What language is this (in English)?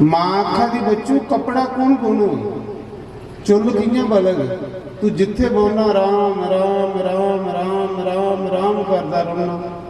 Dogri